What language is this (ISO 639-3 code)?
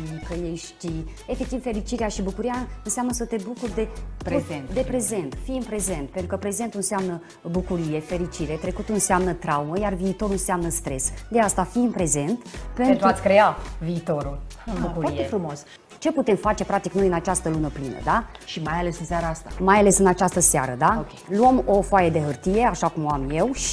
ron